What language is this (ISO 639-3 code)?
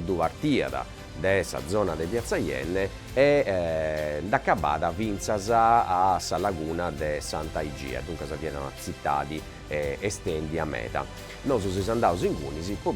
srd